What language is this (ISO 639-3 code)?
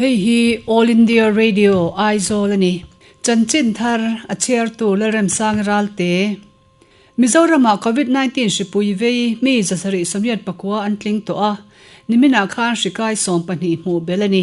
lus